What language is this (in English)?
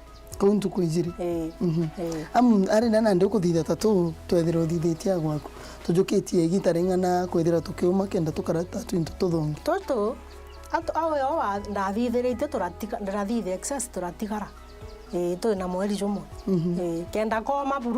Meru